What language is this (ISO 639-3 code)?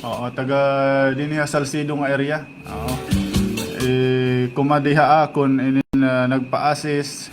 war